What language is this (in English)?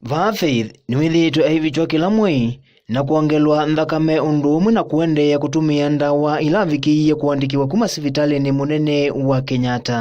Kamba